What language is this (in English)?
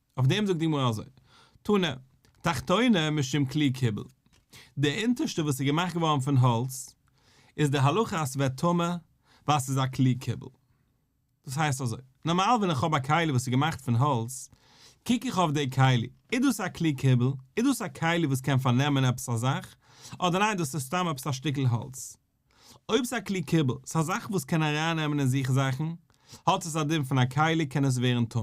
Yiddish